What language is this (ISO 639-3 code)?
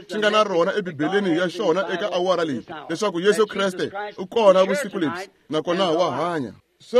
tso